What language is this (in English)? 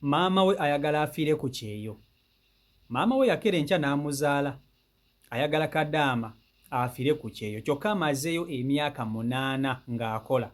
Ganda